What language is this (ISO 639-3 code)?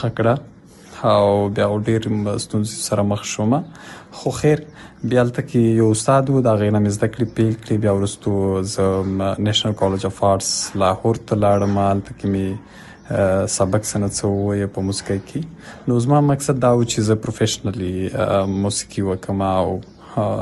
pus